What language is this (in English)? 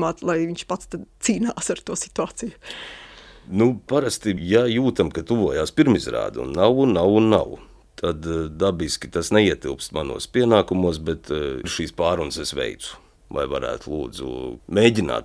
Latvian